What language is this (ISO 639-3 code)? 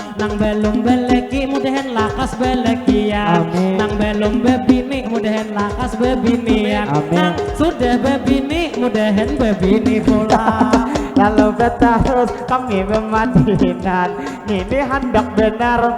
bjn